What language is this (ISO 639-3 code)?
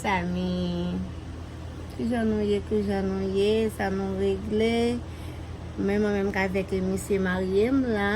hat